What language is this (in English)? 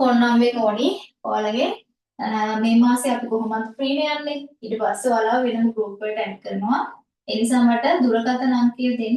Sinhala